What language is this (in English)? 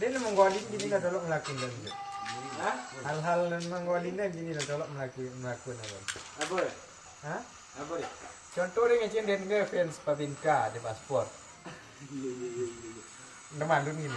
Minangkabau